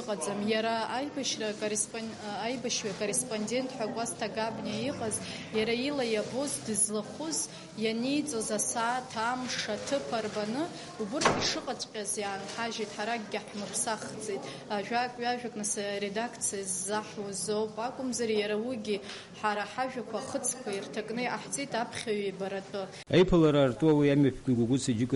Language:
Abkhazian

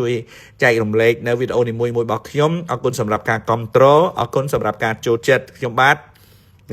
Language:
Khmer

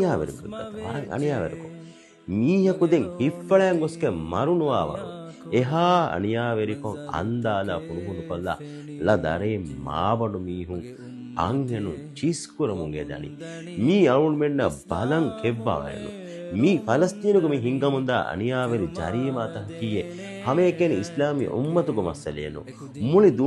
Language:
Divehi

